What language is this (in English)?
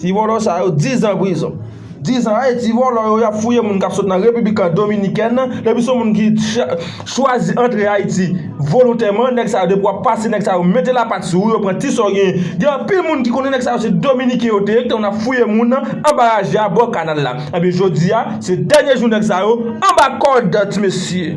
Haitian Creole